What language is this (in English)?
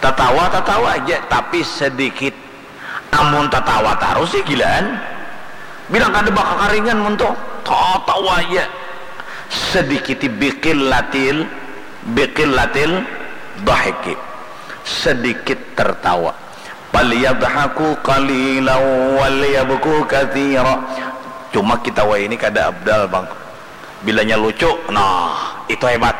Banjar